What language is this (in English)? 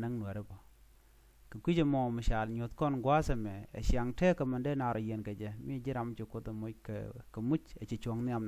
Nuer